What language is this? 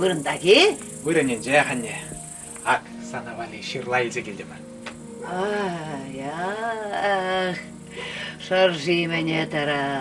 Chuvash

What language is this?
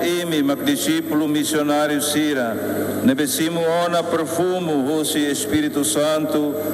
Tetum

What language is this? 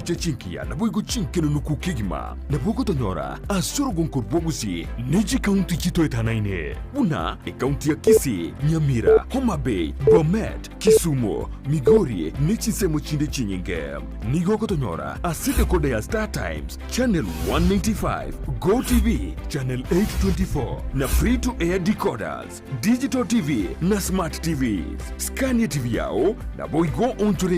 Gusii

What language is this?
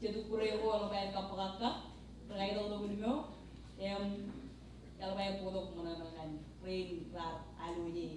Marshallese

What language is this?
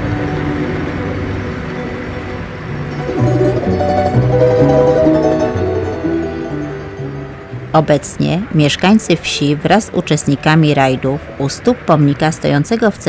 Polish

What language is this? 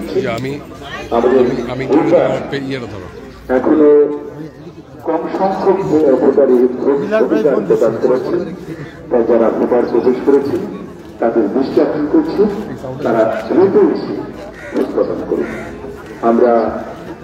Bangla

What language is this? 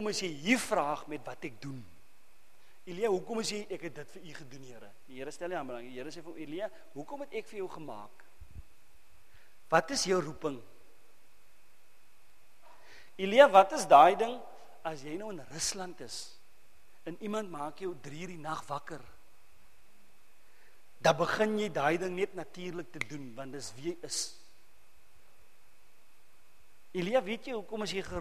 Afrikaans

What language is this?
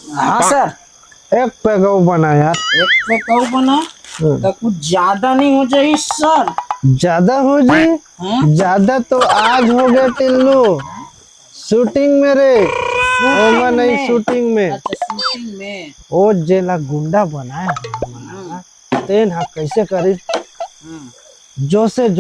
Chhattisgarhi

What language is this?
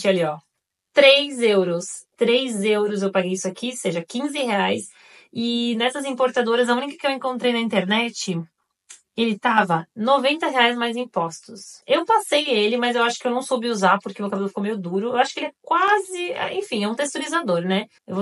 Portuguese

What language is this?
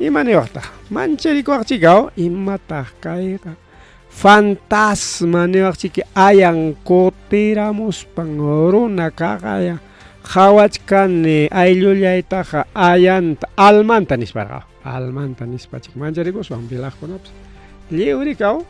Ayacucho Quechua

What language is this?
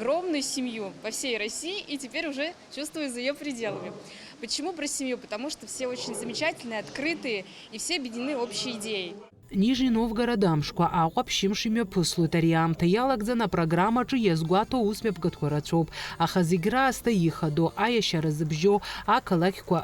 Abkhazian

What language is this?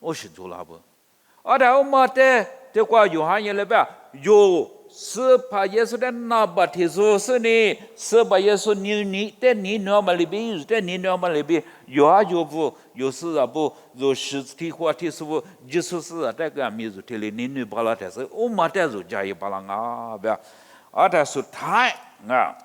Lisu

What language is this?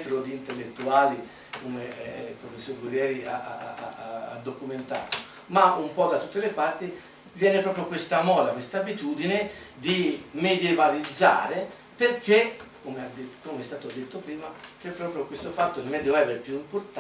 Italian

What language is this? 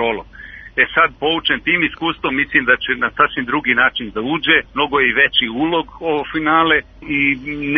Serbian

